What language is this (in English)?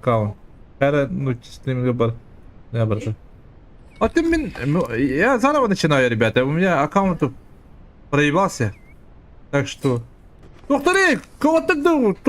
Yakut